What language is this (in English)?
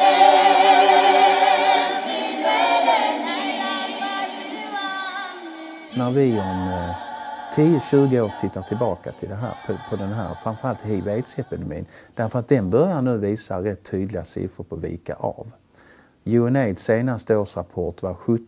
Swedish